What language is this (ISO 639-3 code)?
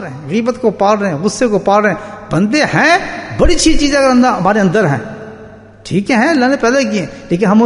urd